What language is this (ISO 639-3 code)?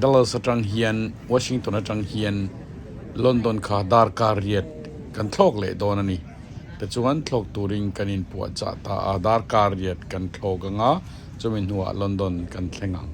lus